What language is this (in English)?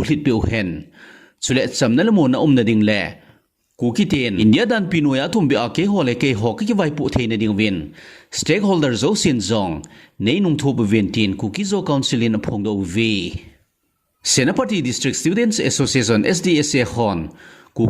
Thado Chin